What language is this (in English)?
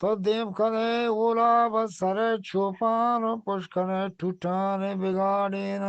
Eastern Balochi